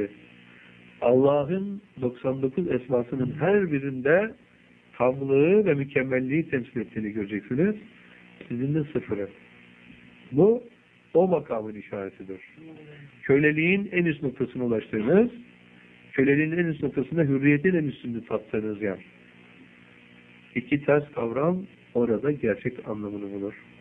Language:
Turkish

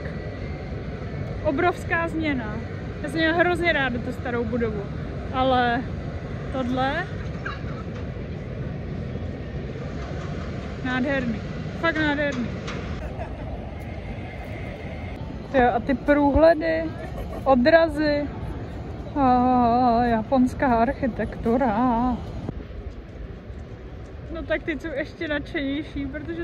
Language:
Czech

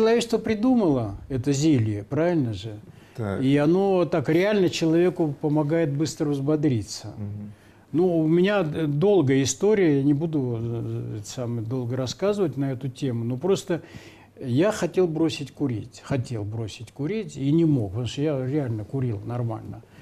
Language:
Russian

